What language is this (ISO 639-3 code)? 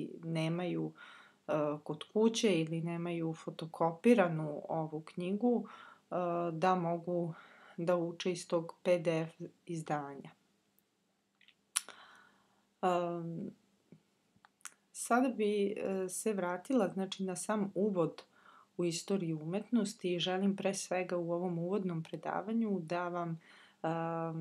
srp